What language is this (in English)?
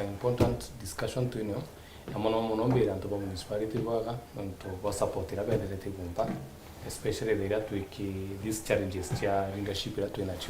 Meru